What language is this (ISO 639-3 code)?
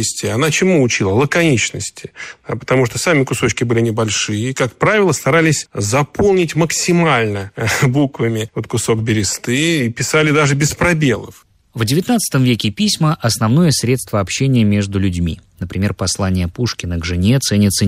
rus